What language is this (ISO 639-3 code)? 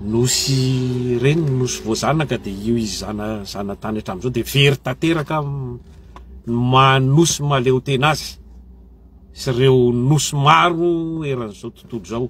mlg